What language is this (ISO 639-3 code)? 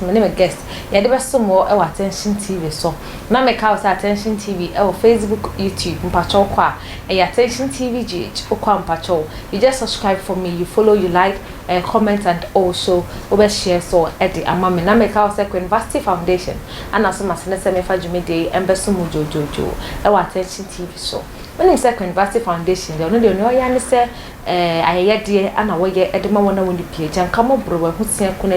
aka